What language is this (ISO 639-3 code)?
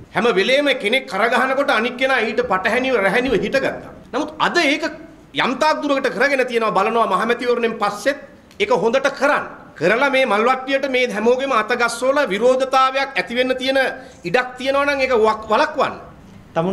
sin